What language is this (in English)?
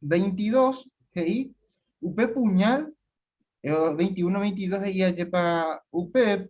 Guarani